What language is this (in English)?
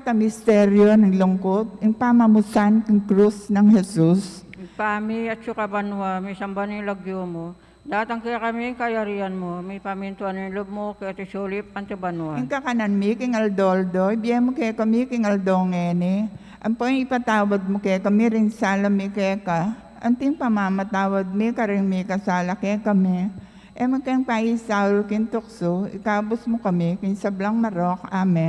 Pampanga